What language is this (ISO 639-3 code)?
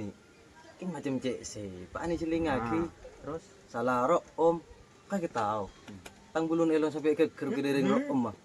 mad